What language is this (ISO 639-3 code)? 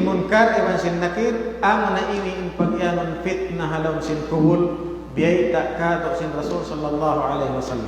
tsg